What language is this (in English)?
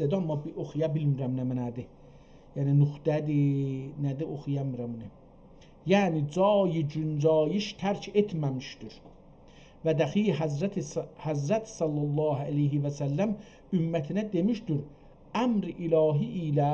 South Azerbaijani